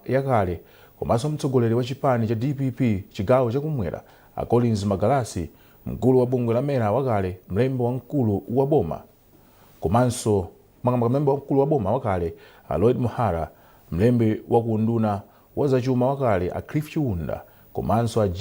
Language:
Nyanja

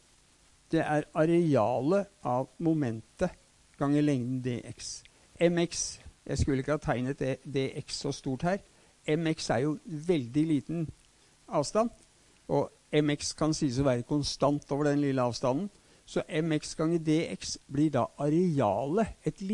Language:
Norwegian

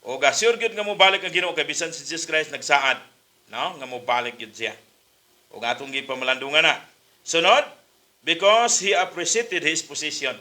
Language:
Cebuano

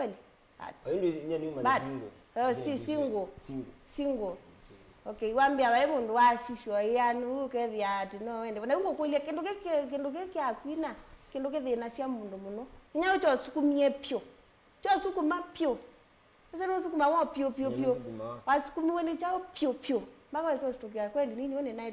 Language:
Kamba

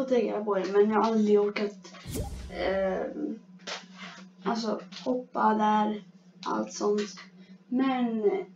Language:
Swedish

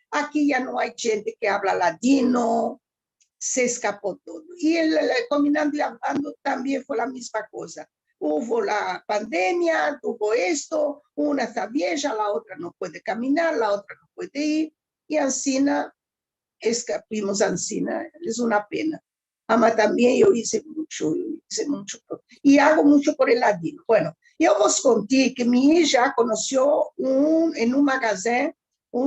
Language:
Ladino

